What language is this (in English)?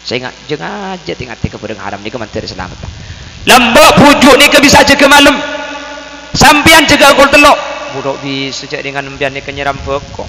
Madurese